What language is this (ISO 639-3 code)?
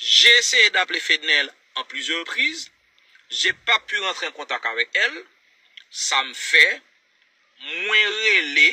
hat